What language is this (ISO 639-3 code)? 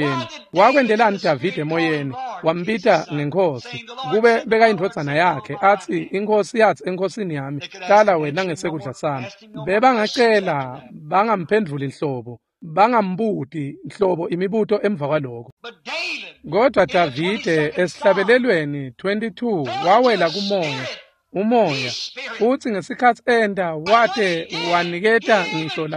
ssw